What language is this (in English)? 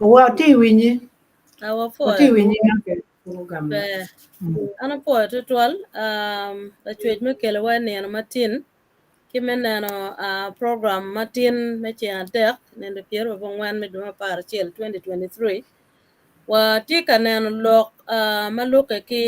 Acoli